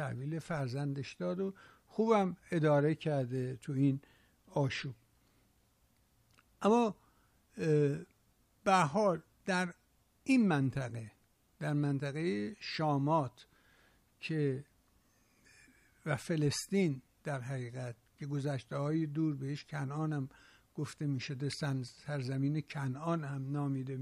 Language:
Persian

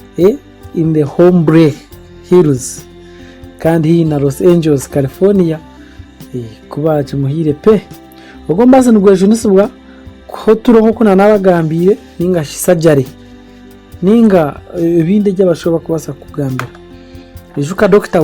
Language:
Nyankole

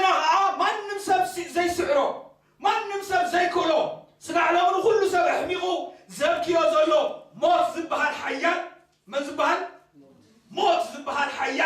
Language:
Tigrinya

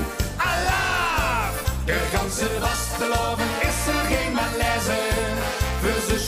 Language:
Limburgish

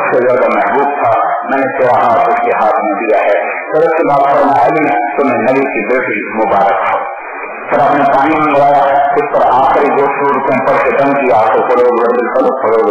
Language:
Urdu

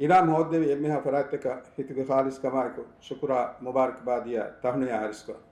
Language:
Divehi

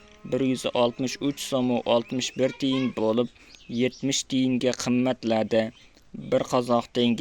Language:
Uzbek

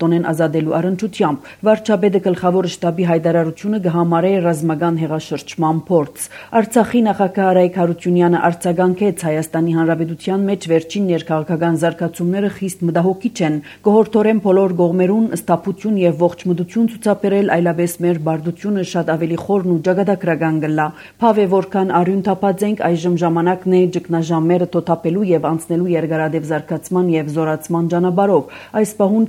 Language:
Armenian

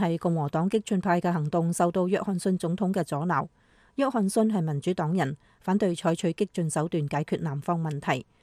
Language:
Cantonese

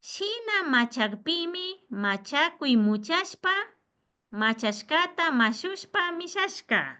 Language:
Imbabura Highland Quichua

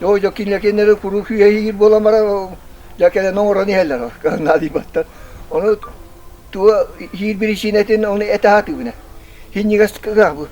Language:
Yakut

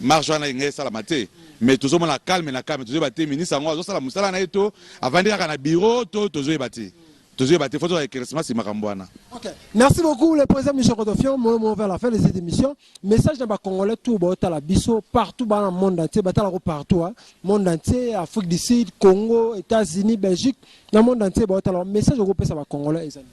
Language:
Lingala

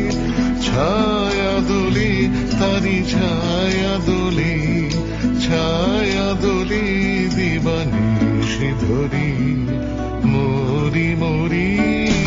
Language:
Bangla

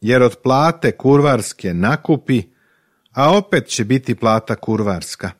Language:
Serbian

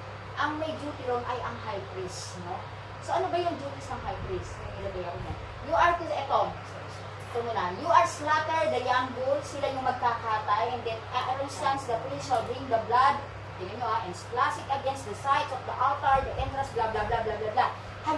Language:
Filipino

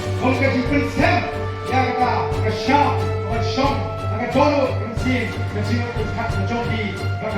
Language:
Khasi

